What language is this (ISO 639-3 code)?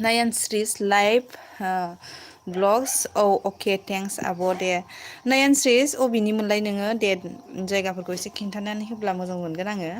brx